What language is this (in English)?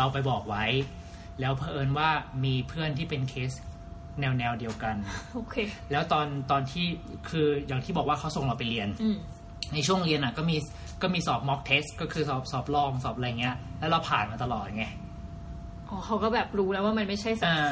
Thai